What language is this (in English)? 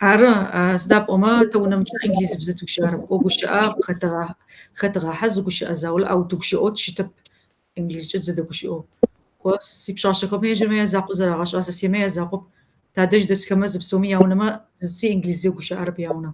Kabardian